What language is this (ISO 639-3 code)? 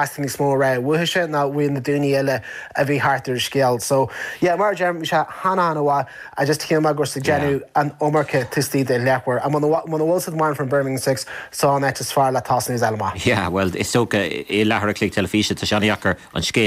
gle